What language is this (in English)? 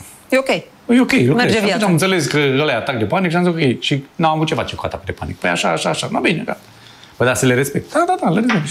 Romanian